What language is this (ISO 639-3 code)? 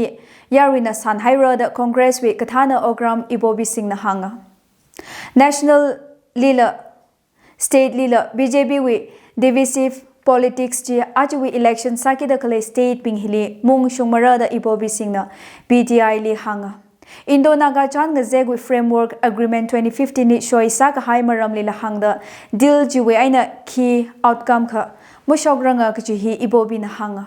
nmf